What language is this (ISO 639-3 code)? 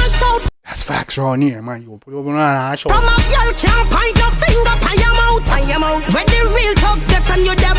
jam